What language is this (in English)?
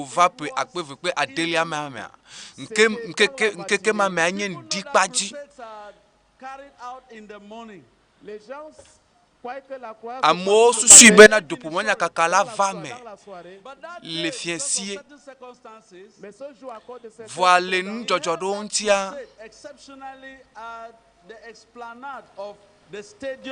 Ewe